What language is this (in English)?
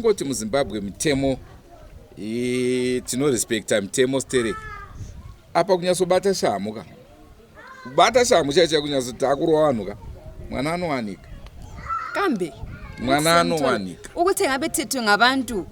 Shona